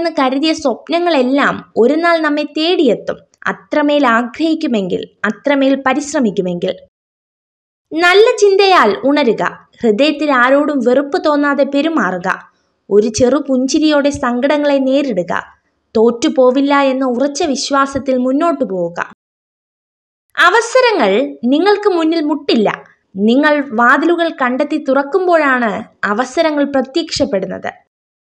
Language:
Malayalam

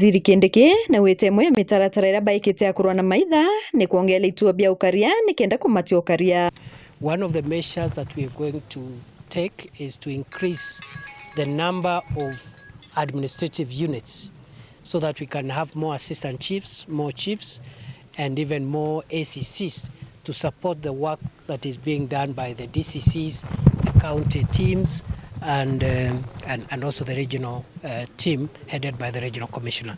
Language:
Meru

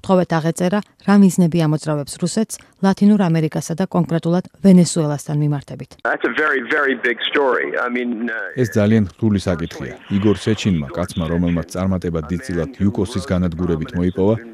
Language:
Georgian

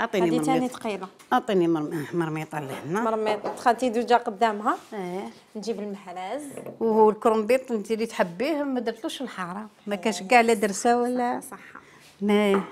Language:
Algerian Arabic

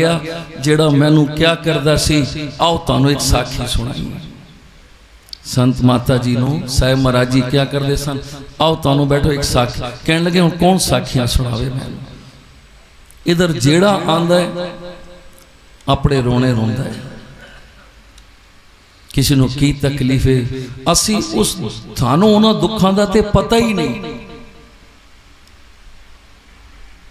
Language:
Punjabi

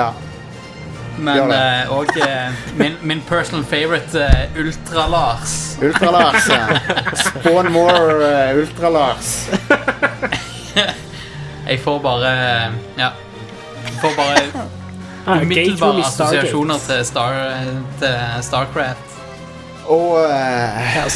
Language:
Norwegian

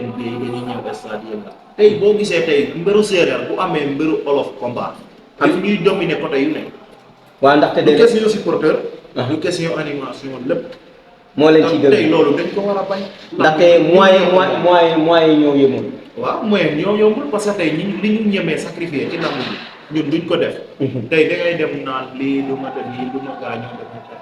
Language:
Wolof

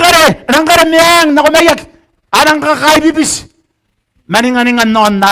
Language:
Gilbertese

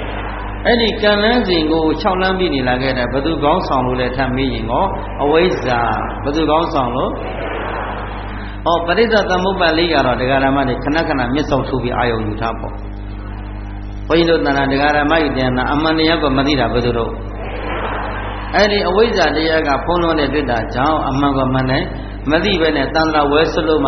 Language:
Burmese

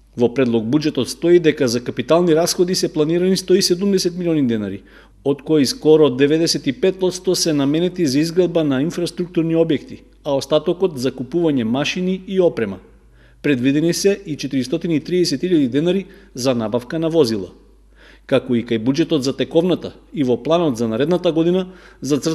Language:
Macedonian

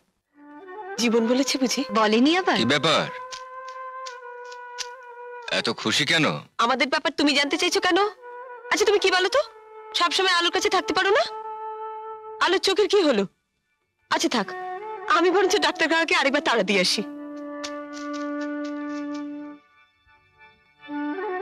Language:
Bangla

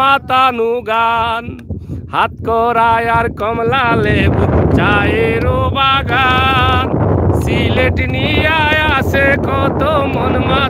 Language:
Sylheti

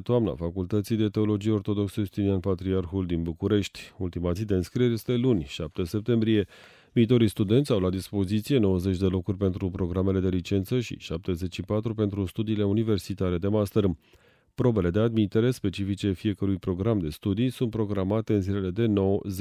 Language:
Romanian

